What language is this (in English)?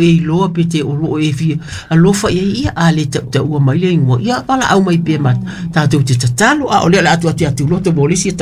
Samoan